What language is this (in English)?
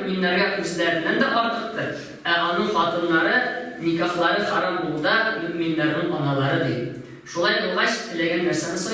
Tatar